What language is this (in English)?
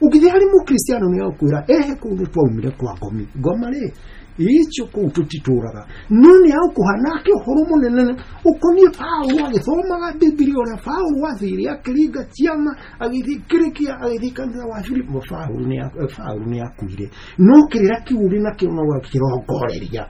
Kikuyu